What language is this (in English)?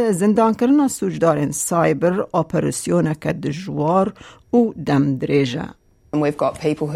Kurdish